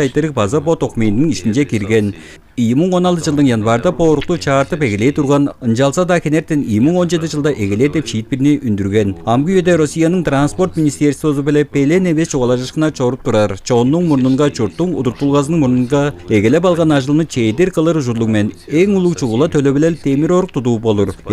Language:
Tuvinian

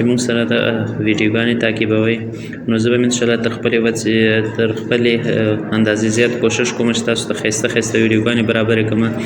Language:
Pashto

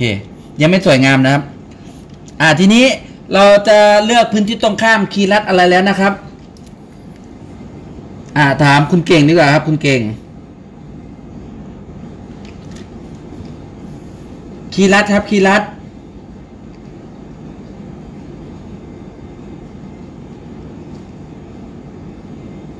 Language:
Thai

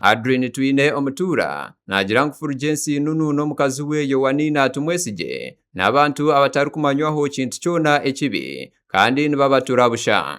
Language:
Nyankole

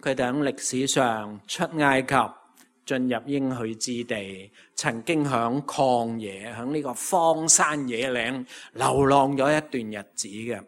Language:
Cantonese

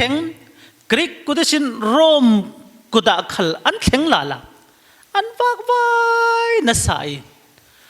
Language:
Falam Chin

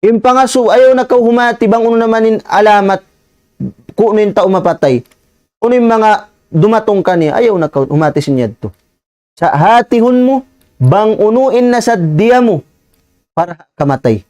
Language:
Tausug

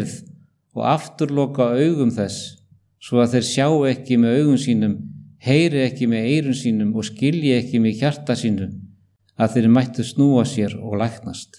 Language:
Icelandic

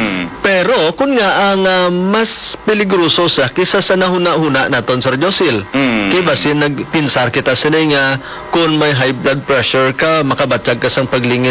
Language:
Hiligaynon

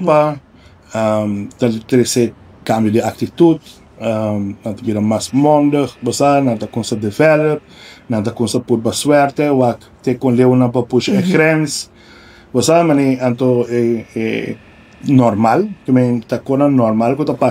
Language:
Papiamento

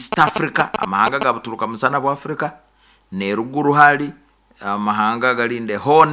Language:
Nyoro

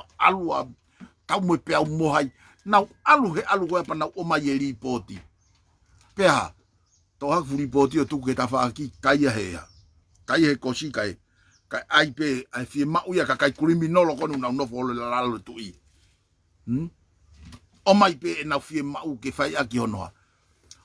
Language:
Tongan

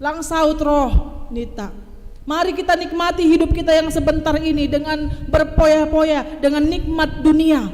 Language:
Batak Simalungun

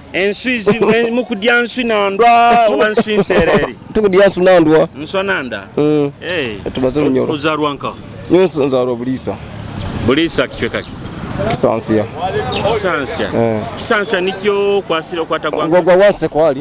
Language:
Nyoro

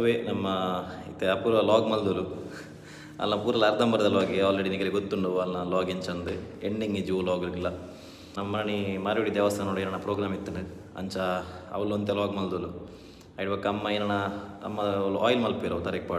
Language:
Tulu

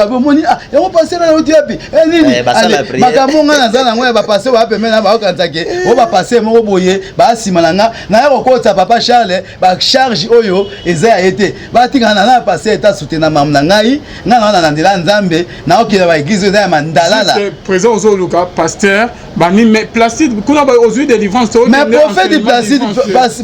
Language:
Lingala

